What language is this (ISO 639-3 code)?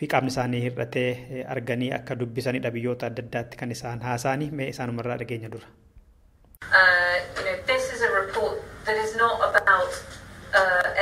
orm